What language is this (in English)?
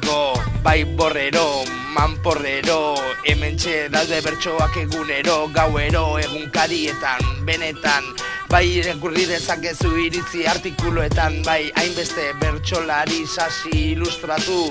Basque